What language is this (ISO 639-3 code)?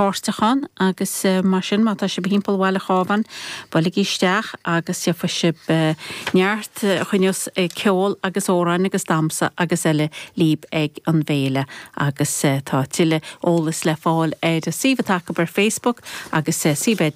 gle